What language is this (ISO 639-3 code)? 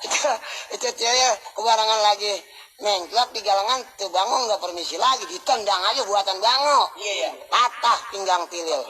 bew